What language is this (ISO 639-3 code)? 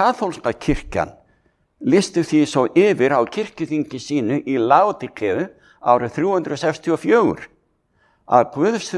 isl